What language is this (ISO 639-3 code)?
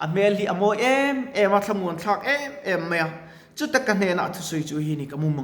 lus